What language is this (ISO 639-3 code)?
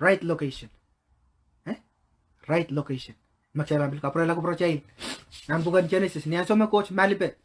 pon